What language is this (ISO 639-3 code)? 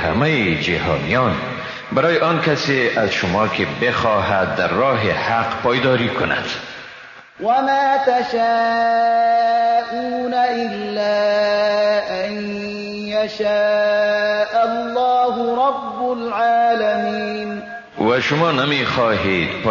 fas